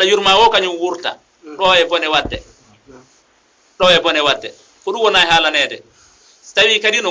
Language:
Fula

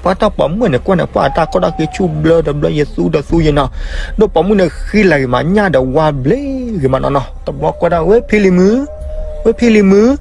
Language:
S'gaw Karen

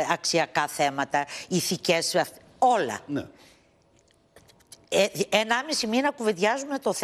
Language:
Greek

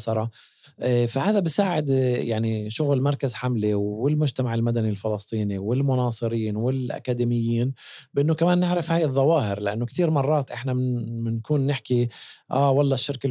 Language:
North Levantine Arabic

